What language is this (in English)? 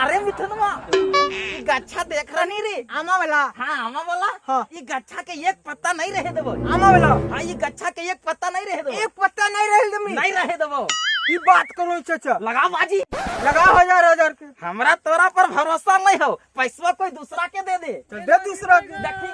Magahi